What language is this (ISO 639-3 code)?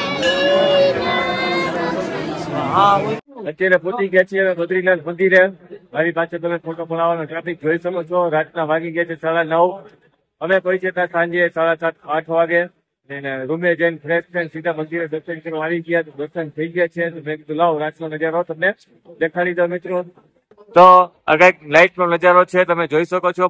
guj